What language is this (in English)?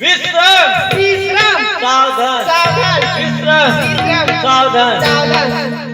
Chhattisgarhi